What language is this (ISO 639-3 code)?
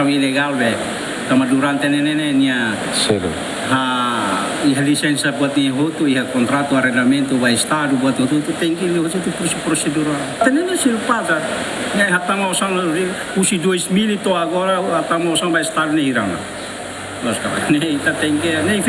tet